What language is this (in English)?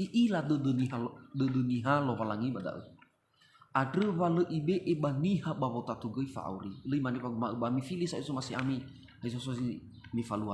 Nias